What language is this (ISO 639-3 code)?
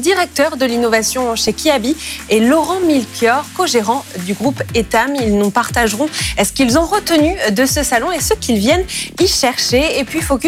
fra